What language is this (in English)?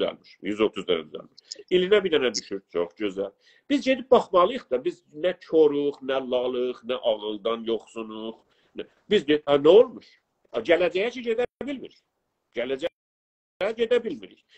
South Azerbaijani